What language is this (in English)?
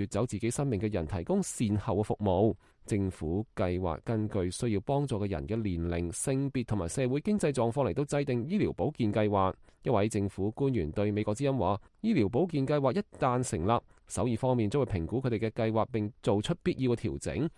Cantonese